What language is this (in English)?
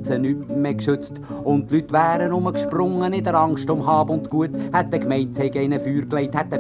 Swiss German